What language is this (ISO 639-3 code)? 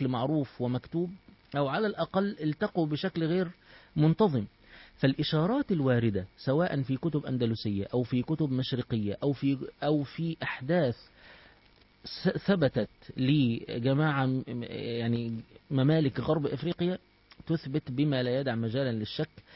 ara